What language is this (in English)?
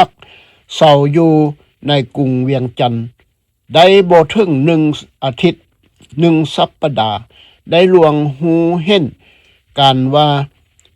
Lao